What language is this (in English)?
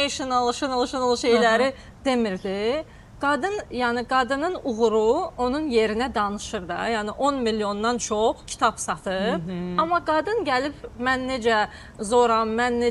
Azerbaijani